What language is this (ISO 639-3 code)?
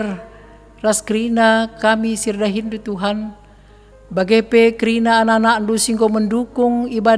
btx